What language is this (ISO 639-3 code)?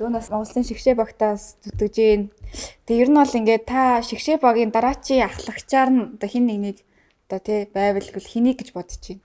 mon